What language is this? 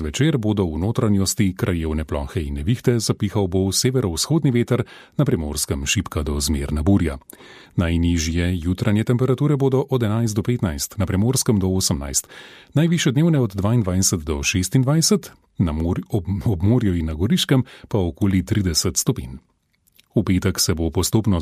Slovenian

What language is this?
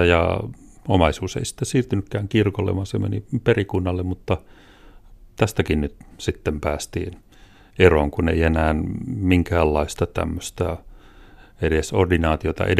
Finnish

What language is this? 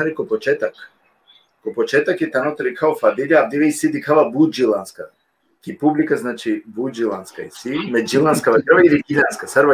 Balkan Romani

